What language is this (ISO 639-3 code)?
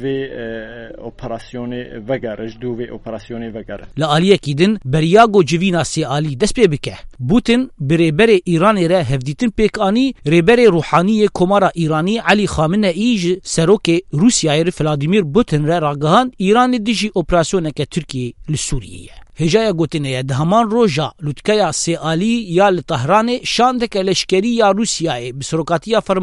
kur